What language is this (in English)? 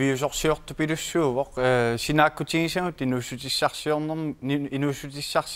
Kalaallisut